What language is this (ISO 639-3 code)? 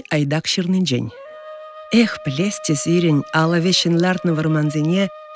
chv